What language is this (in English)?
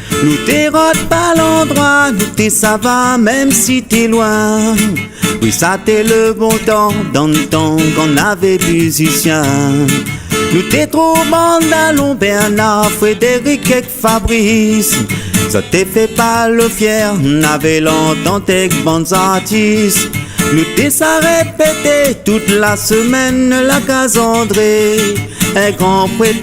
Réunion Creole French